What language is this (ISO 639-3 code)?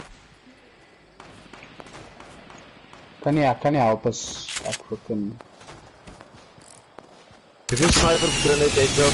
afr